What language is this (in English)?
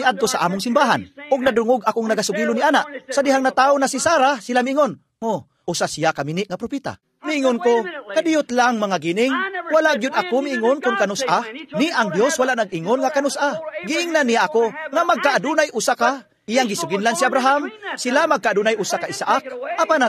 Cebuano